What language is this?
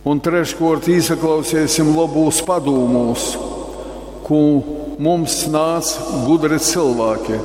Latgalian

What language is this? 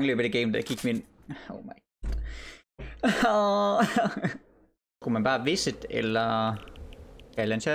Danish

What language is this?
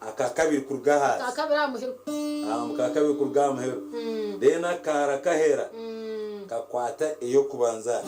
Nyankole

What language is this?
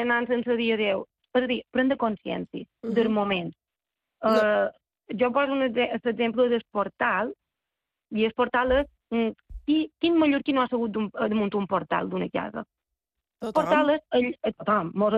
Catalan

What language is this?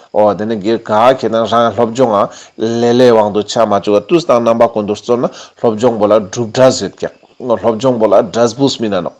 Ladakhi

